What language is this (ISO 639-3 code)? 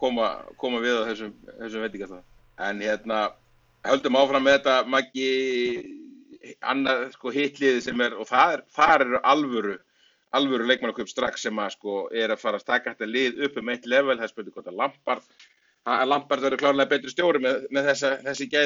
isl